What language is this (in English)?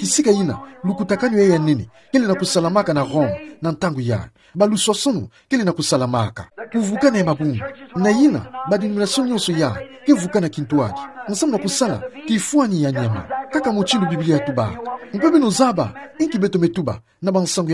Kituba (Democratic Republic of Congo)